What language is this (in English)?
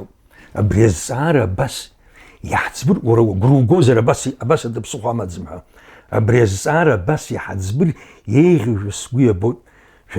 Abkhazian